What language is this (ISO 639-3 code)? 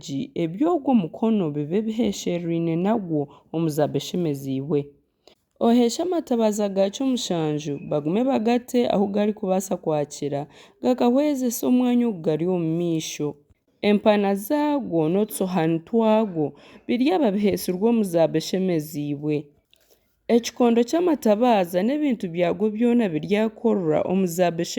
nyn